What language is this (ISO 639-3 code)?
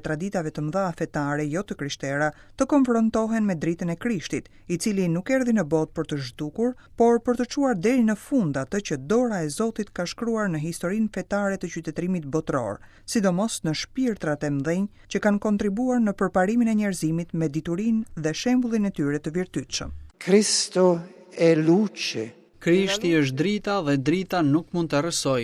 sqi